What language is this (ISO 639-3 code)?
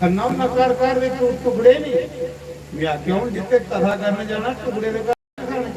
doi